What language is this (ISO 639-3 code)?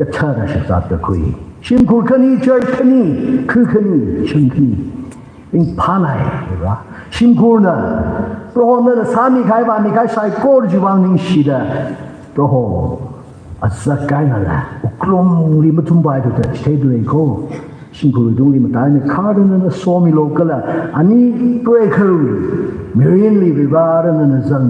nmf